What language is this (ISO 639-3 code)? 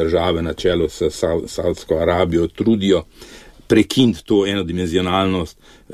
slv